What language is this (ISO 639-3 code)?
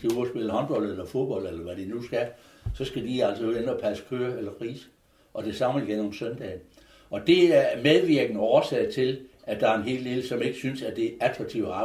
dan